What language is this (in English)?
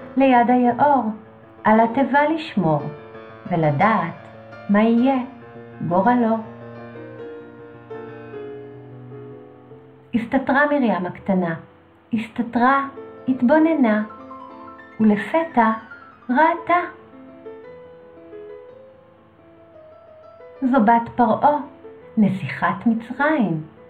Hebrew